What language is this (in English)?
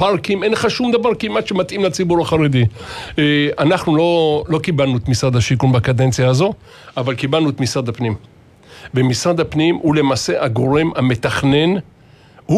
Hebrew